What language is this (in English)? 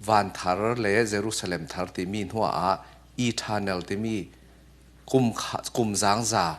Falam Chin